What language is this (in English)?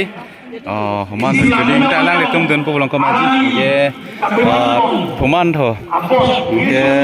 Karbi